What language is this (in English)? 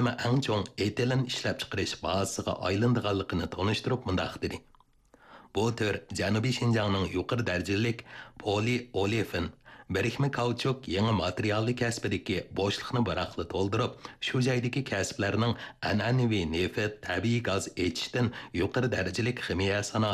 Uyghur